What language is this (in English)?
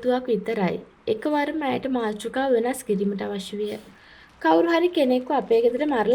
Sinhala